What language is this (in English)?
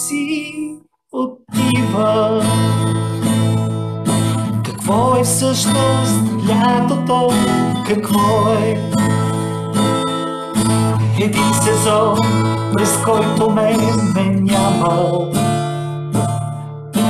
Bulgarian